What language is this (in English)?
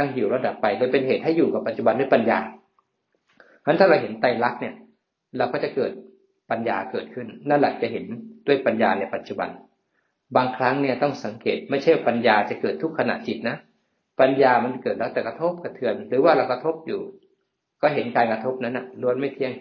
Thai